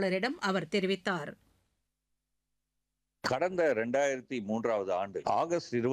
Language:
Tamil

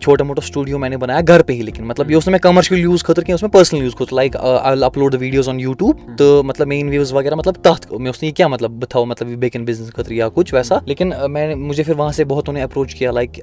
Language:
Kashmiri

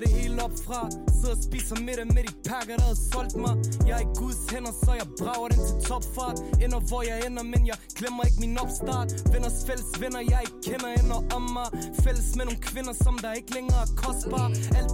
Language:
Danish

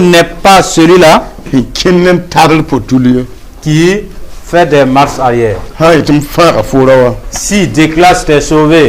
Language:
Mossi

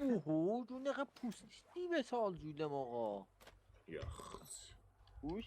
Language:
South Azerbaijani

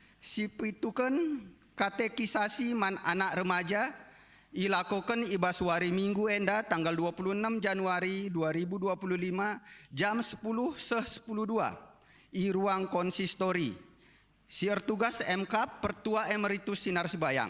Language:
Batak Karo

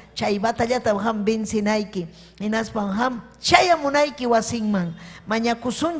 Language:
Ayacucho Quechua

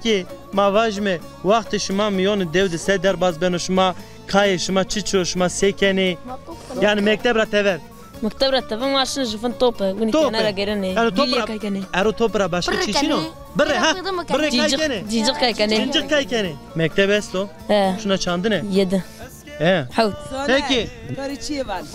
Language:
Zaza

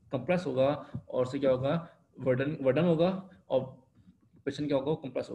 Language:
Hindi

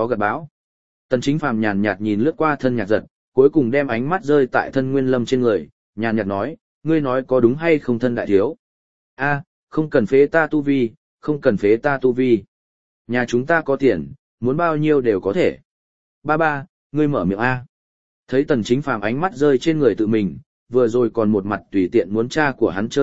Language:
Vietnamese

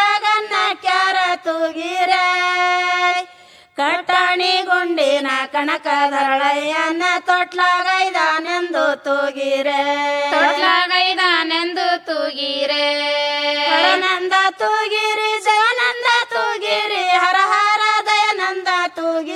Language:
Kannada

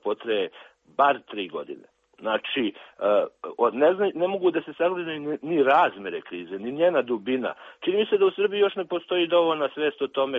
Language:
Serbian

